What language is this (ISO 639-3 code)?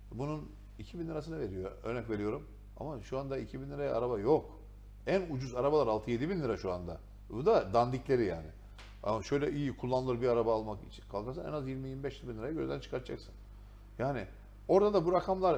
tur